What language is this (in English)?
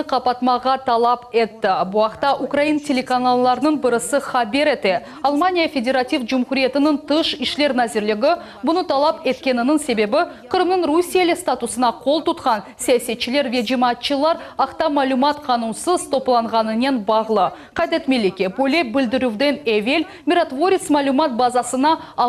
Crimean Tatar